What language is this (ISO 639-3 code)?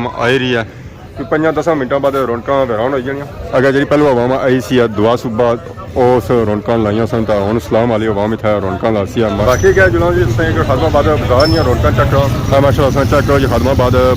phr